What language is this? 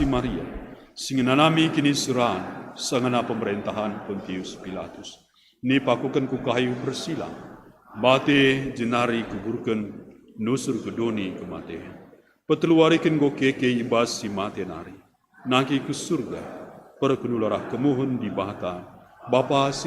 Batak Karo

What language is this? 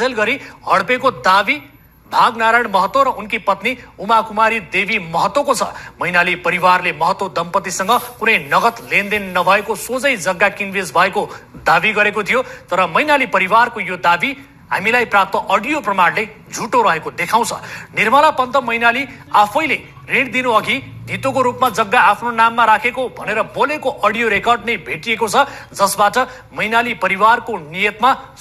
Nepali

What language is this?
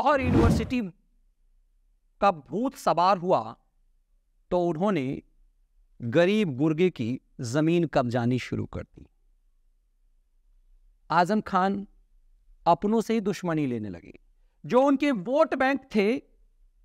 Hindi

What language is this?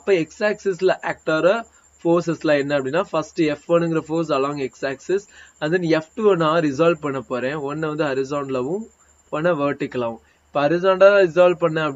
Tamil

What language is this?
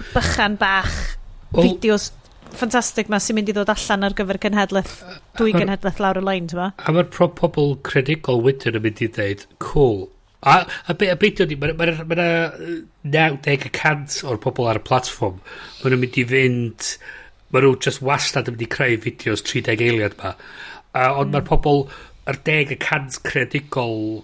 Welsh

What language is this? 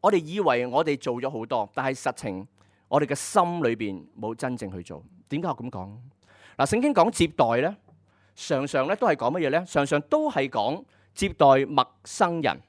Cantonese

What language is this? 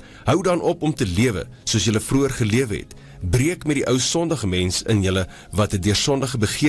Afrikaans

